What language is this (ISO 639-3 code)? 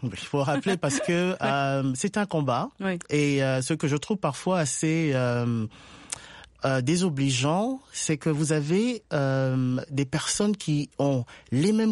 fra